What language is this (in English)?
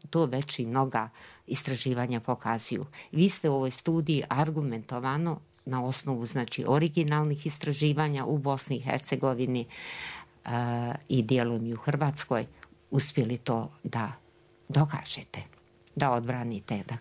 Bosnian